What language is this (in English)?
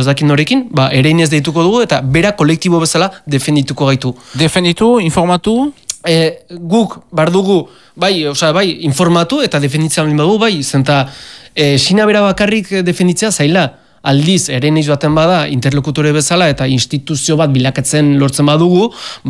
Basque